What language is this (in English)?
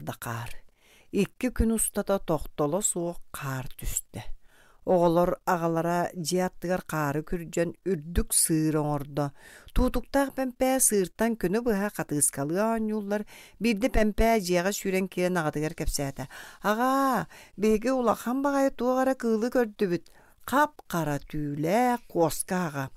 Yakut